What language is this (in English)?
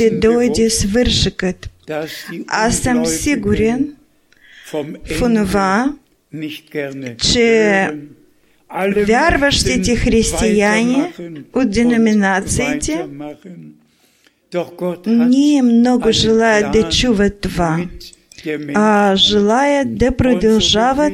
Bulgarian